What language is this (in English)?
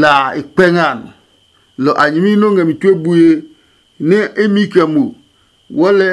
Adangme